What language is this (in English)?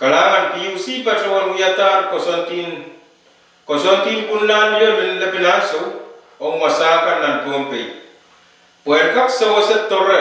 Pohnpeian